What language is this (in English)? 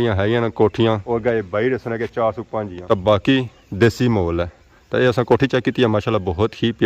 Pahari-Potwari